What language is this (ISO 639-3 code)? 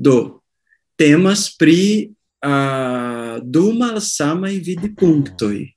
epo